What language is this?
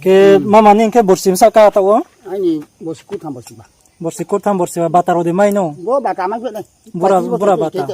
Riang (India)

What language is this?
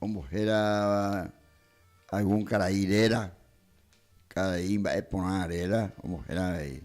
Guarani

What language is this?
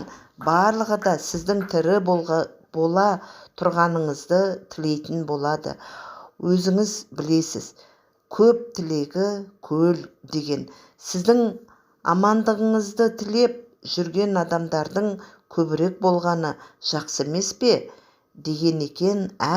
Kazakh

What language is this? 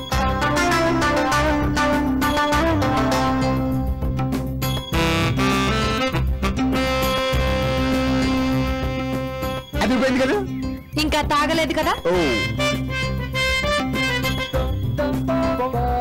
Telugu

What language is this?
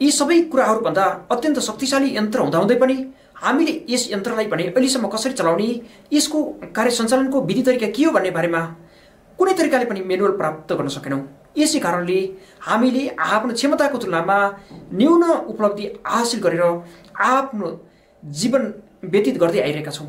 Nepali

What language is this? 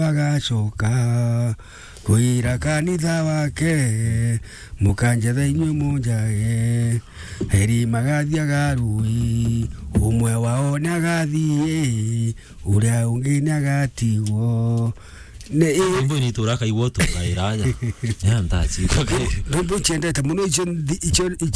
Meru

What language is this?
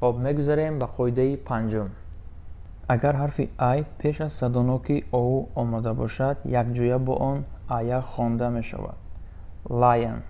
Tajik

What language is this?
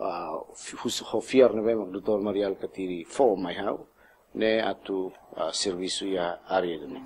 Tetum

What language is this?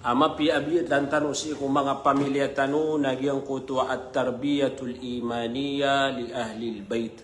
Maranao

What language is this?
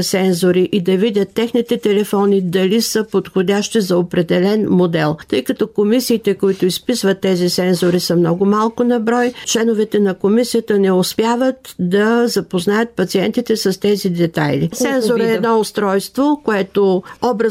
Bulgarian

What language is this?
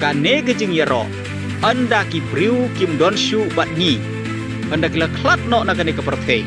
Khasi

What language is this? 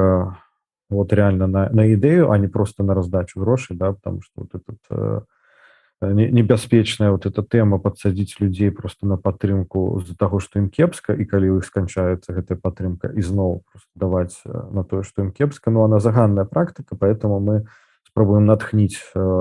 Belarusian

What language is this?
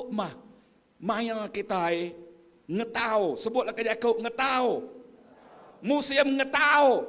Iban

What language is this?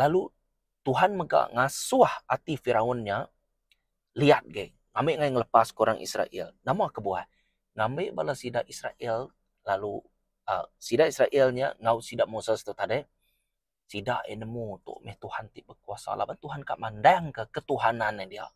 Iban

